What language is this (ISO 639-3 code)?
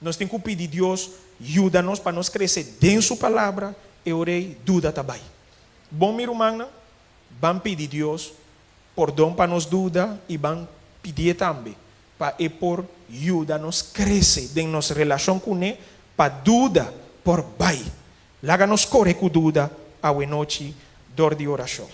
pap